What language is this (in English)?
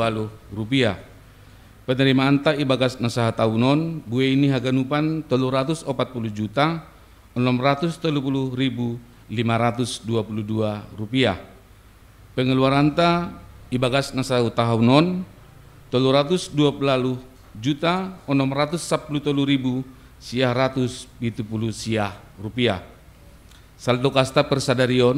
Batak Simalungun